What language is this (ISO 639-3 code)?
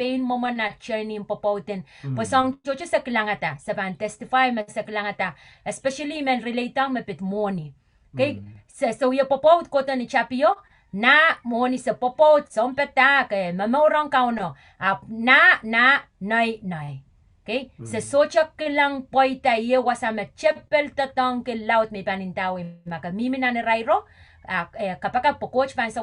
pon